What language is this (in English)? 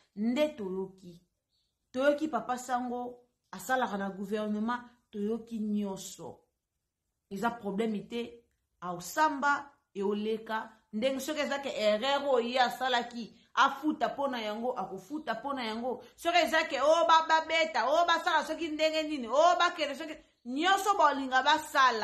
Lingala